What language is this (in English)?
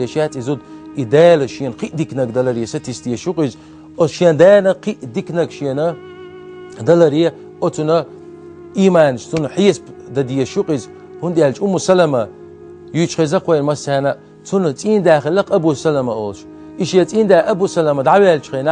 Chechen